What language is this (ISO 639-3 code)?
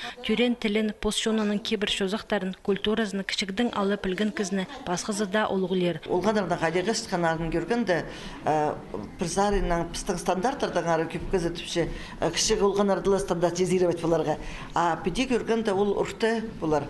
kjh